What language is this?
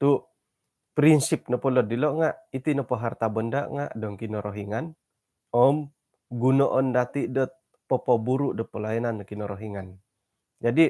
Central Dusun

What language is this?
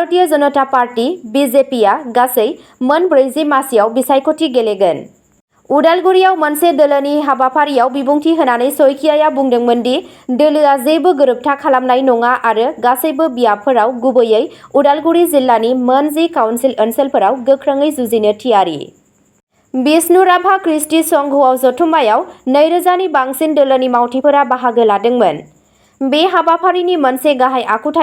Bodo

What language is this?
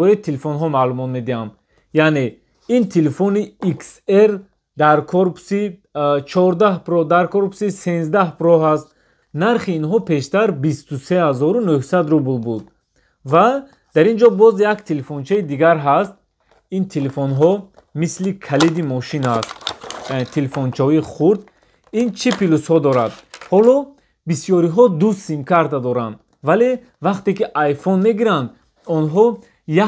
Tajik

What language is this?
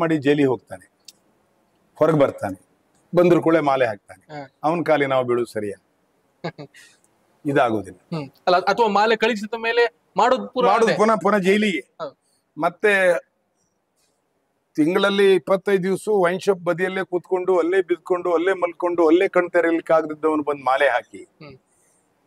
Kannada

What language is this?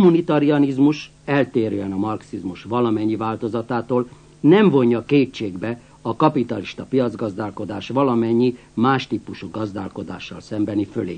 Hungarian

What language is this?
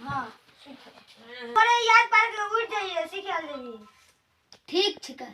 Maithili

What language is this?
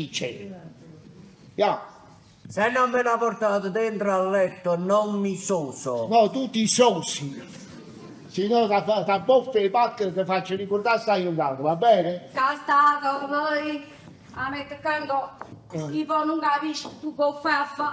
Neapolitan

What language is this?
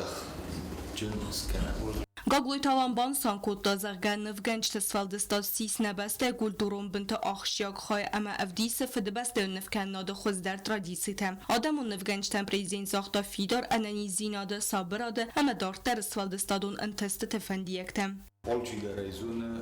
Ossetic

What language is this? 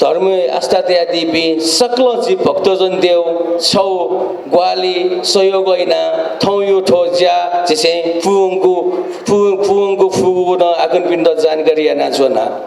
Newari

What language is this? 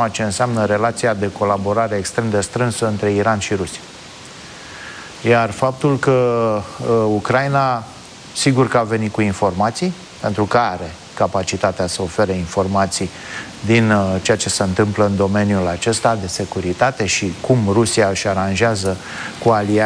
Romanian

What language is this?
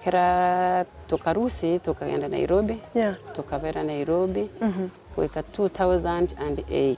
Gusii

